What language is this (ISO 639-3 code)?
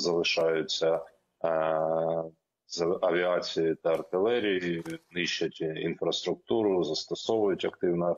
ukr